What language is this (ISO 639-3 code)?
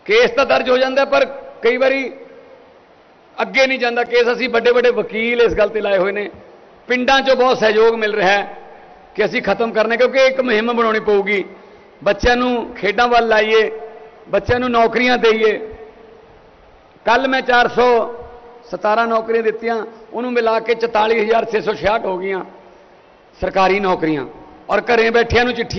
pan